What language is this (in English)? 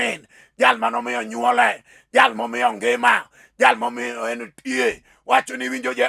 Luo (Kenya and Tanzania)